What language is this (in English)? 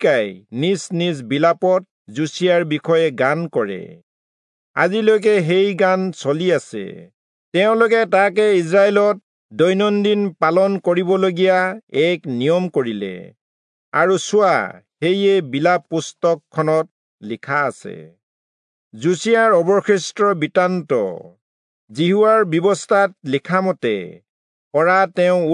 Assamese